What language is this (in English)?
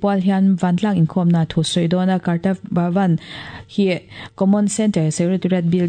Mizo